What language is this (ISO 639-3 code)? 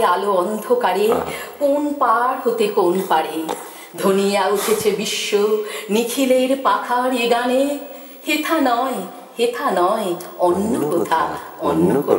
ben